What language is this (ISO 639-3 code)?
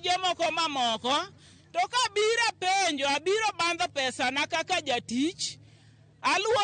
luo